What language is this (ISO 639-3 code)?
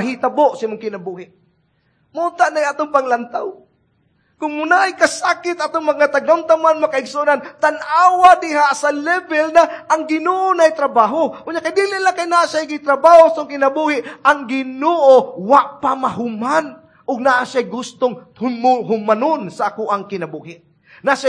ceb